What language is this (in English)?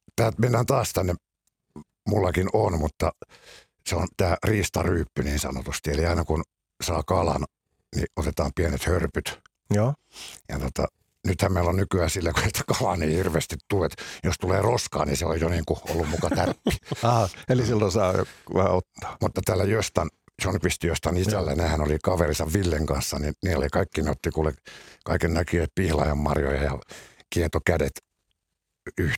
Finnish